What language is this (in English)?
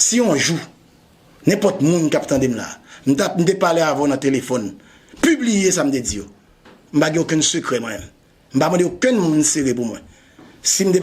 Haitian Creole